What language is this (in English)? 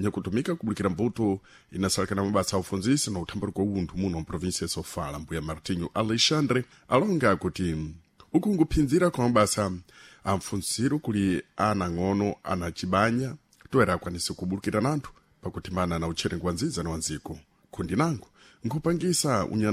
Sena